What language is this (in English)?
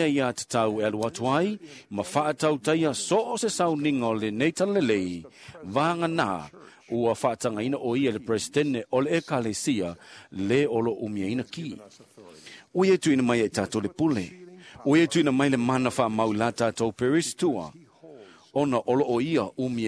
Samoan